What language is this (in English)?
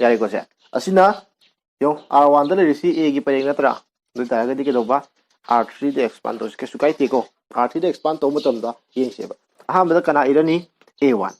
Manipuri